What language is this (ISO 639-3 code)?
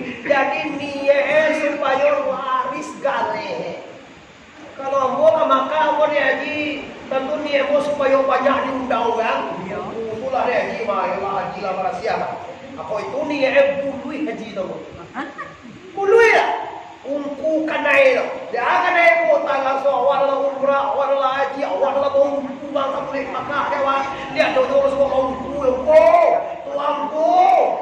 min